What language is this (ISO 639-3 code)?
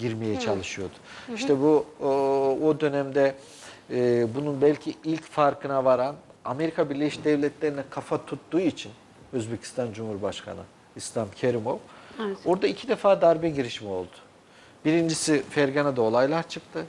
tur